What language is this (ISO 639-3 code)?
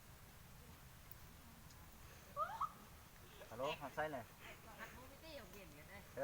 lao